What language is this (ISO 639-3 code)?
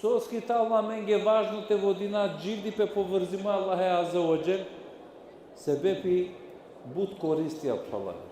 rmn